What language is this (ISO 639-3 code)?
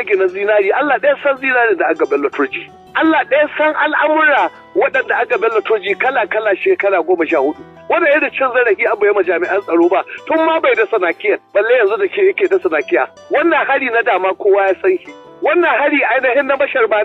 hau